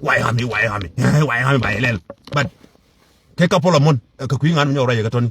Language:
Nuer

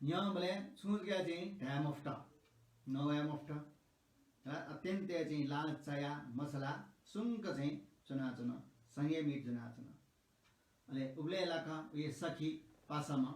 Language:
Newari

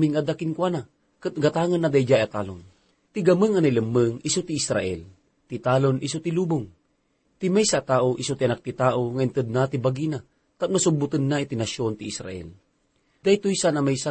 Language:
Iloko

